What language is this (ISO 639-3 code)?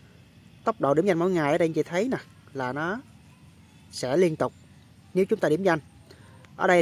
vie